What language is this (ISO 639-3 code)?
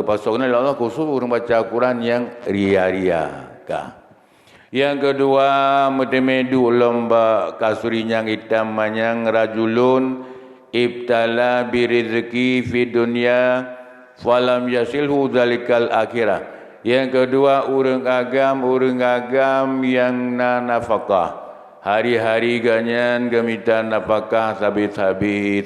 ace